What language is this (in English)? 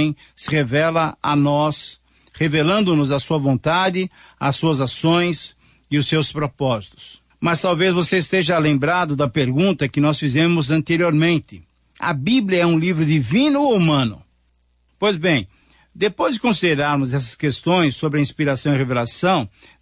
Portuguese